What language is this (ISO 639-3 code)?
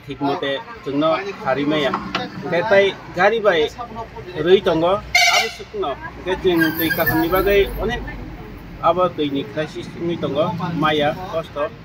trp